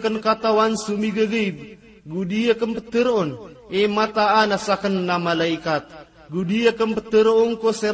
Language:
Maranao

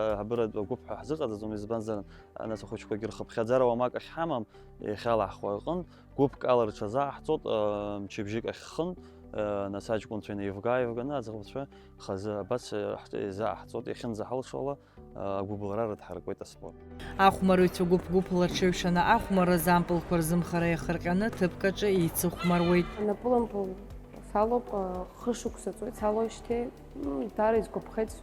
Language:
Abkhazian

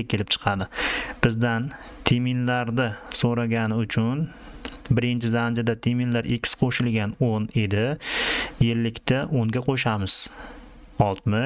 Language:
Uzbek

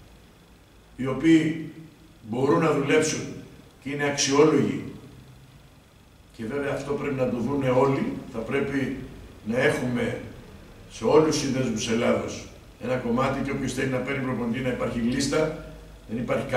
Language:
Greek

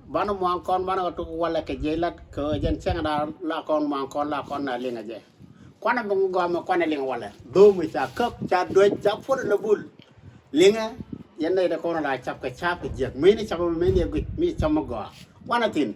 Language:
Nuer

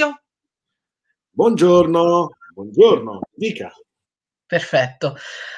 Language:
Italian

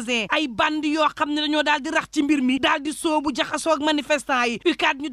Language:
Wolof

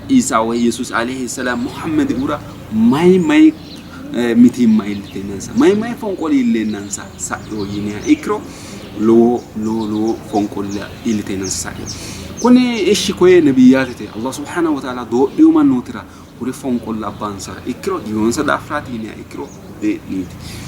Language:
Sidamo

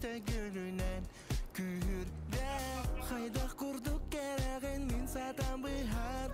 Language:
Yakut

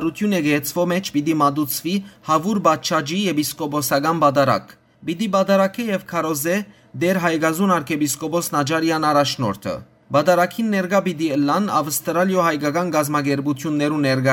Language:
Western Armenian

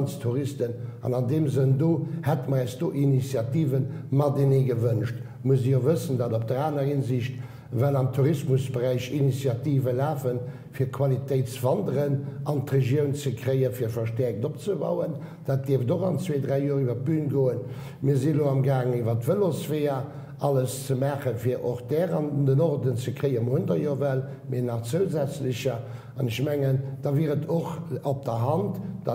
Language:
Luxembourgish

